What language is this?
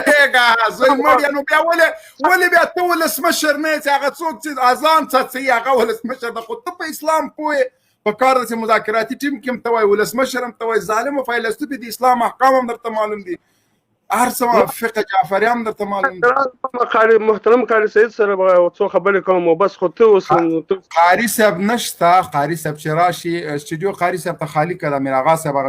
Pashto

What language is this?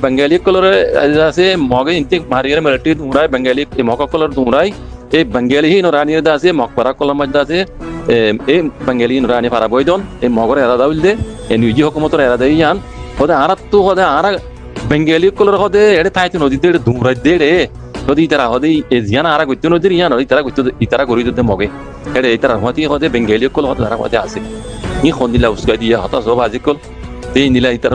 Rohingya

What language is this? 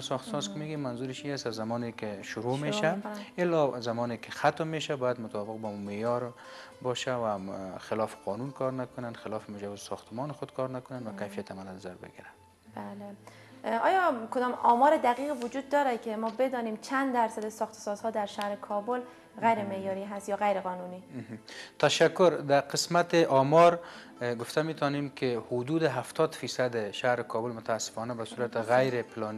Persian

